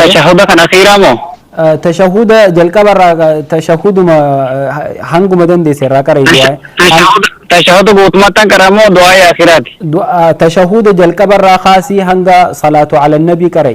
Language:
Oromo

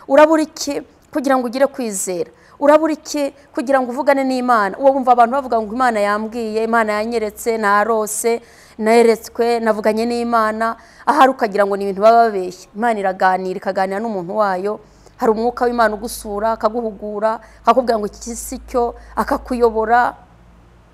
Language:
Kinyarwanda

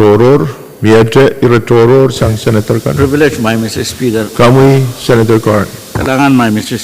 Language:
Pohnpeian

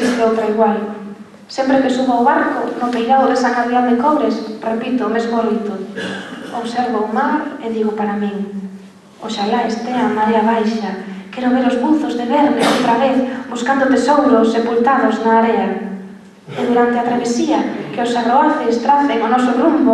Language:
Galician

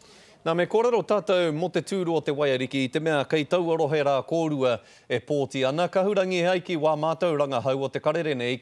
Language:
Māori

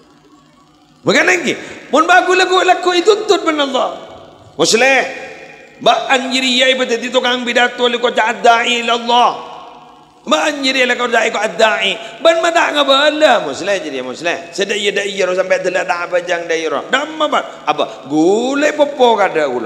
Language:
Madurese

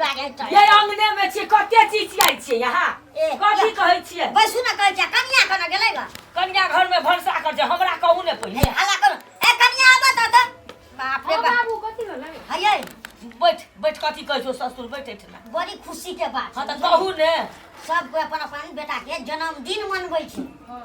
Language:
Maithili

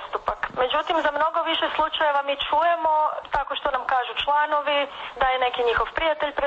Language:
Serbian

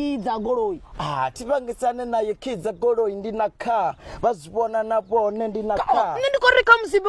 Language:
Venda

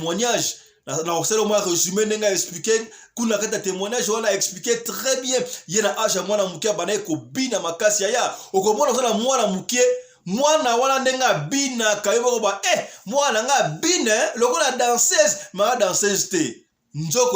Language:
Lingala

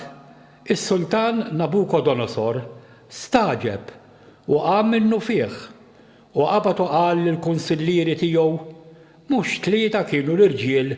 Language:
Maltese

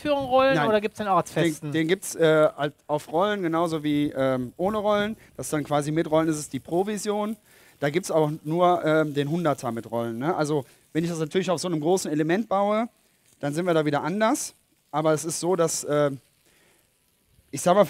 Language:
German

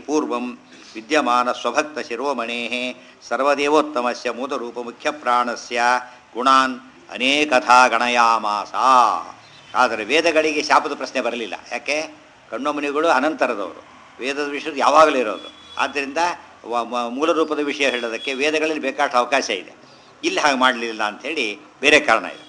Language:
Kannada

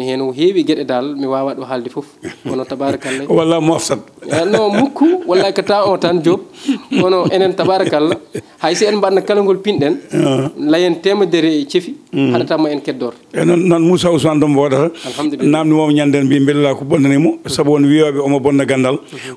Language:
Fula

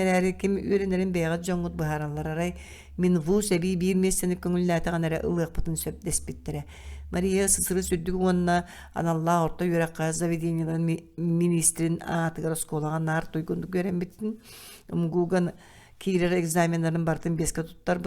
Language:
Yakut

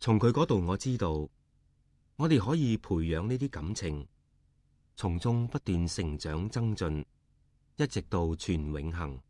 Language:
Cantonese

